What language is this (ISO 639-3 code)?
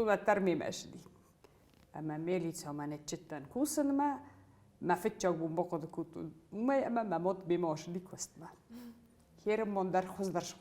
oss